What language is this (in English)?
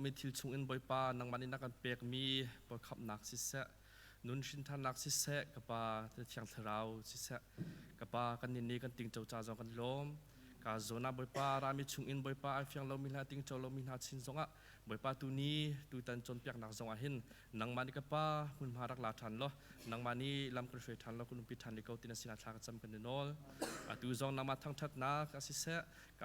Hakha Chin